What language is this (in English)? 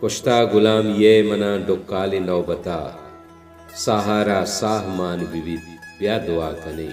Baluchi